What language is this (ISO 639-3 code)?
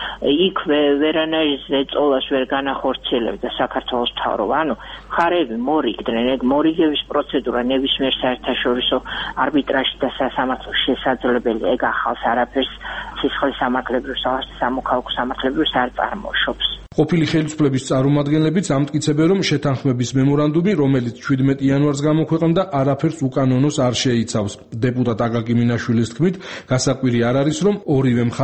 kat